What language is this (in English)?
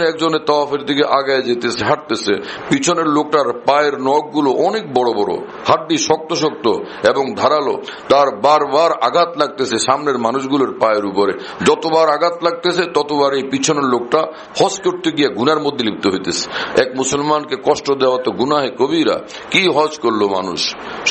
Bangla